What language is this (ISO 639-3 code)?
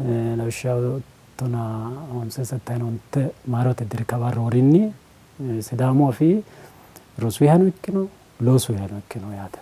sid